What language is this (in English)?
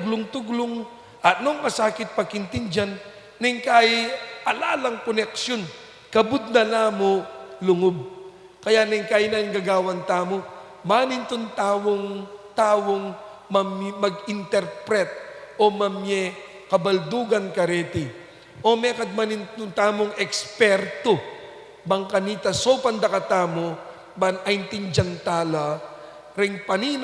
Pampanga